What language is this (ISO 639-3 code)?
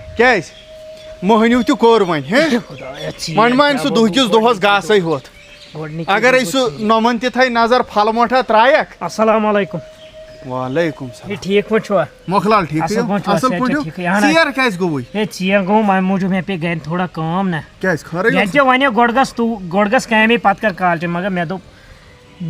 kas